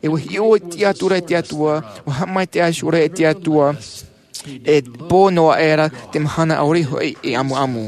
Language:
Tahitian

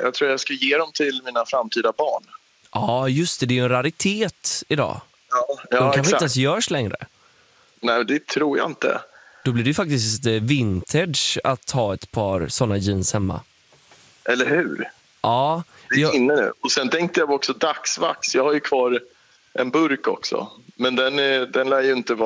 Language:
Swedish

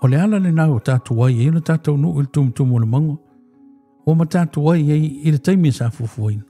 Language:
Samoan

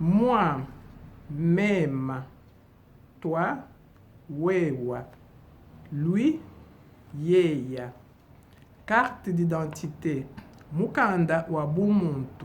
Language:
Luba-Lulua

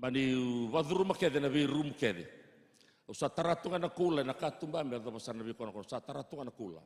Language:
Fijian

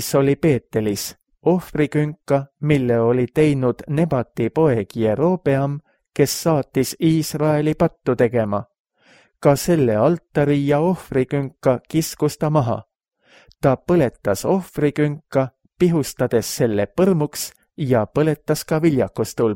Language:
Estonian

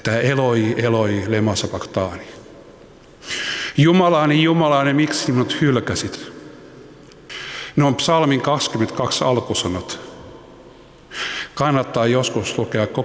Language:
Finnish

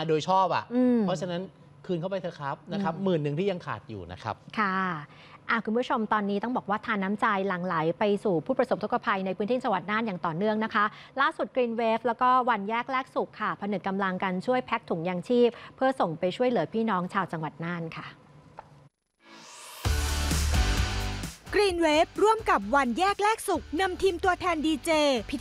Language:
Thai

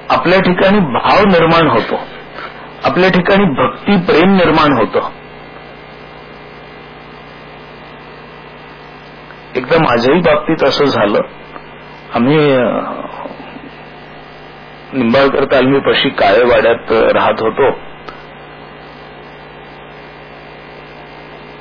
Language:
Marathi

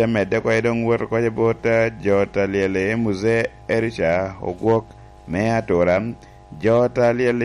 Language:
Lango (Uganda)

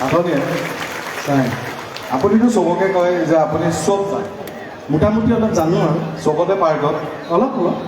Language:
Assamese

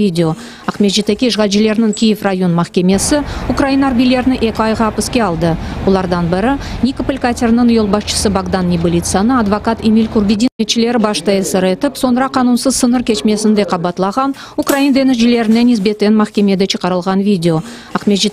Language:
Crimean Tatar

